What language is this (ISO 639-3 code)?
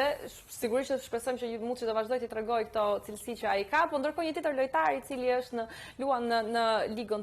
sqi